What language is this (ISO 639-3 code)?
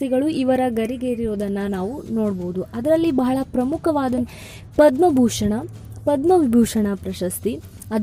kan